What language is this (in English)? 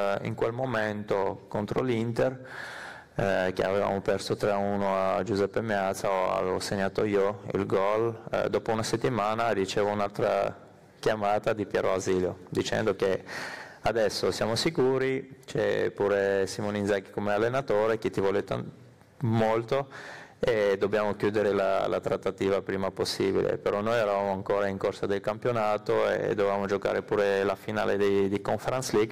Italian